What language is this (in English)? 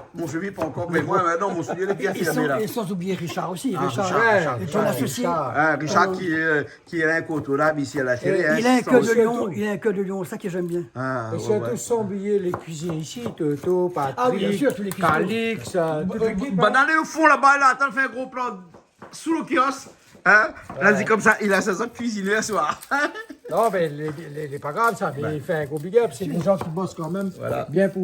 Réunion Creole French